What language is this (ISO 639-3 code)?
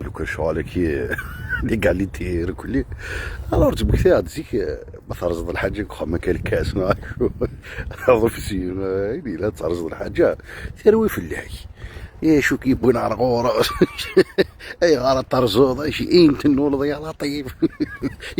kab